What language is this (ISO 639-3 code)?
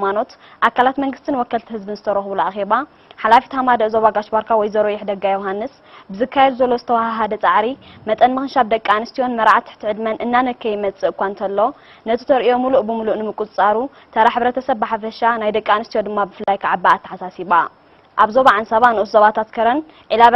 tir